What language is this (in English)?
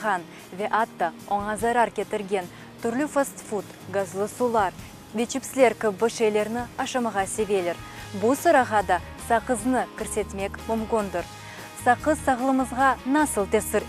Crimean Tatar